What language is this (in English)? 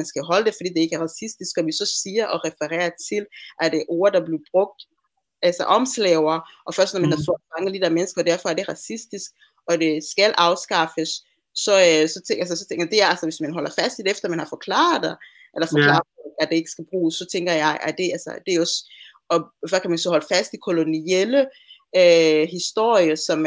Danish